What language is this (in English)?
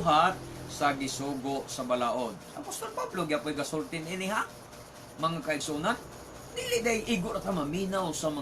Cebuano